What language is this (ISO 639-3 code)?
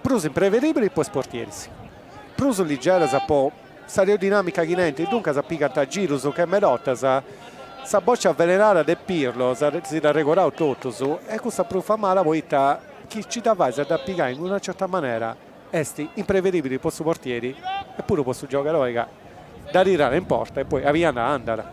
srd